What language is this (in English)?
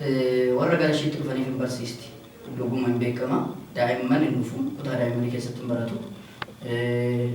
Oromo